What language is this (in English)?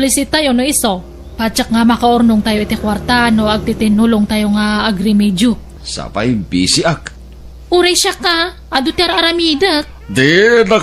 Iloko